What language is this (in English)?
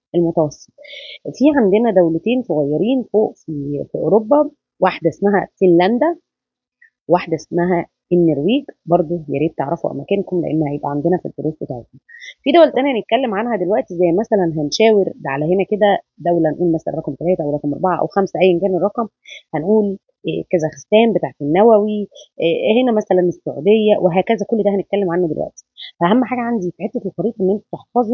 Egyptian Arabic